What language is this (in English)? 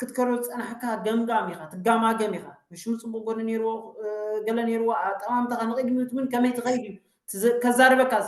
Tigrinya